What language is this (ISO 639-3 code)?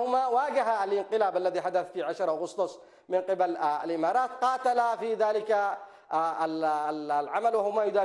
ara